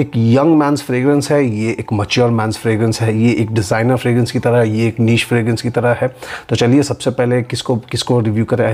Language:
Hindi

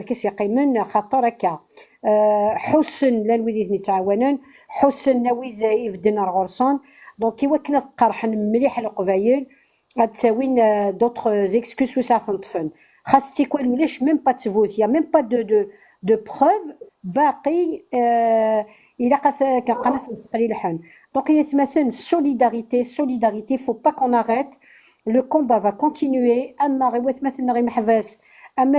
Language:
Kabyle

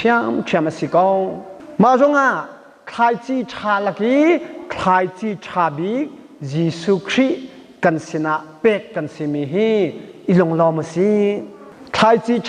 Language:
Hakha Chin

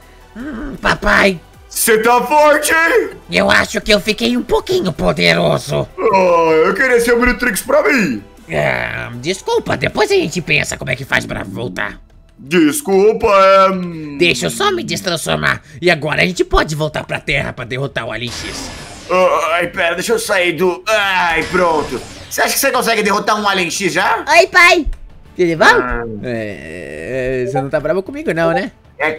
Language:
Portuguese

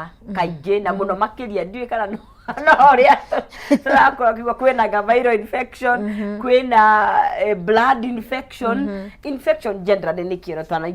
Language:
Kikuyu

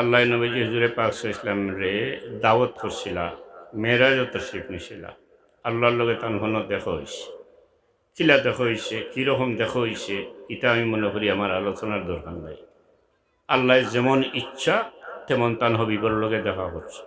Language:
Sylheti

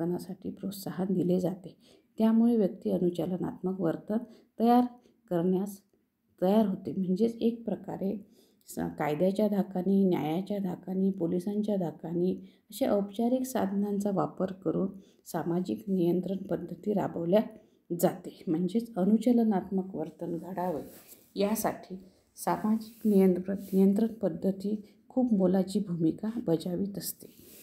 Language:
Marathi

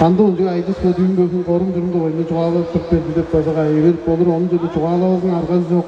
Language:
Tuvinian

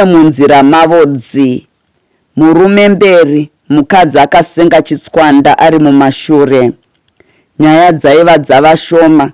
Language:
Shona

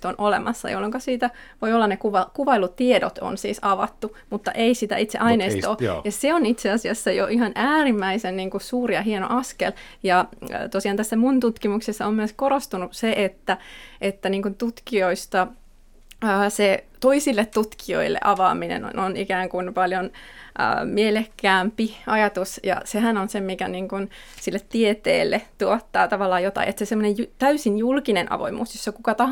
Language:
Finnish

